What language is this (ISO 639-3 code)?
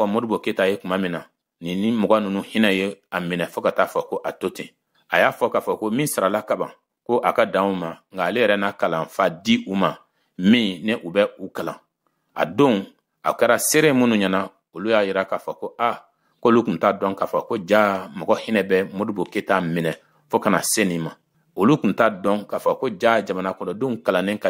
bam